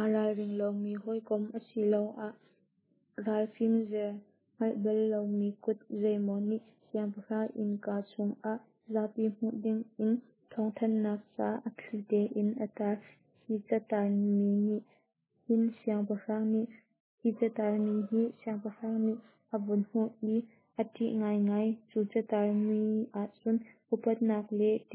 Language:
Hakha Chin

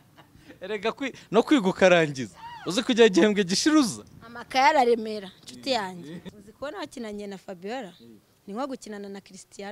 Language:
Kinyarwanda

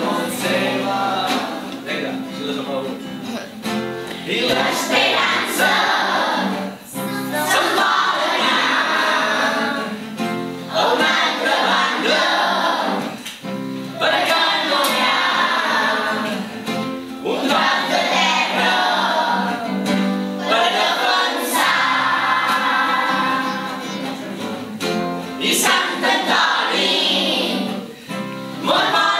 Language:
Catalan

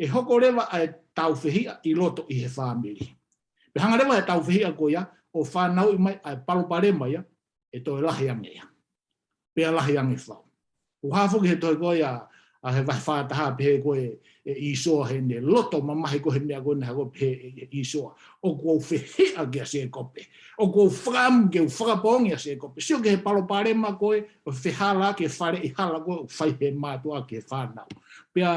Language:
Tongan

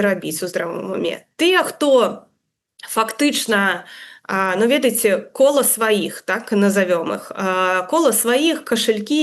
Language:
Belarusian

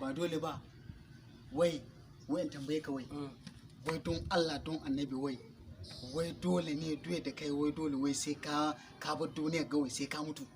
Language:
Hausa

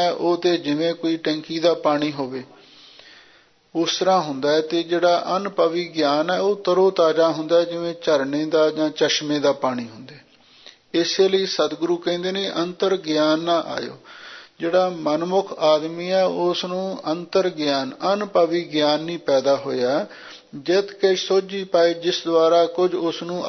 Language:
Punjabi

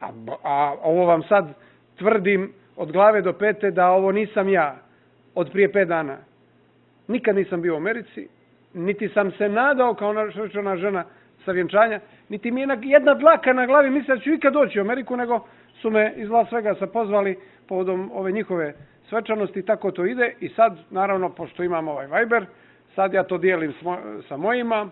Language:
Serbian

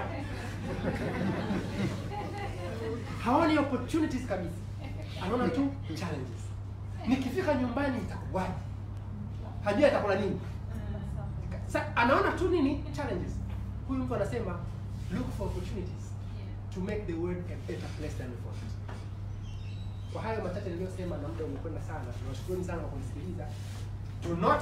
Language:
Swahili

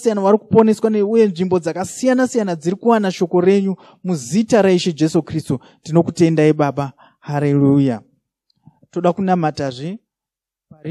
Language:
Shona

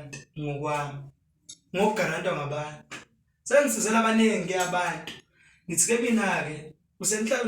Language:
Zulu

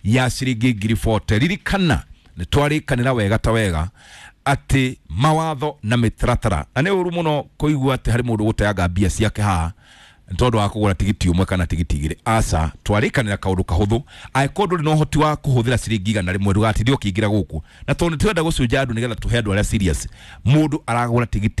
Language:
Kikuyu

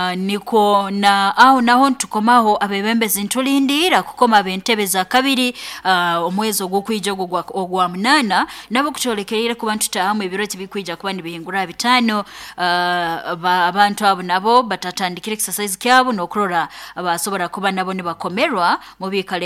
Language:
Nyoro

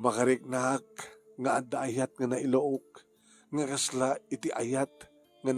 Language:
Iloko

